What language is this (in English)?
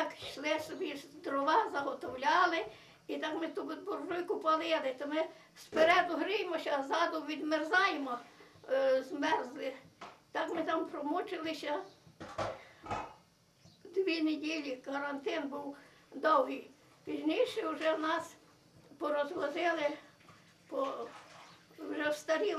Ukrainian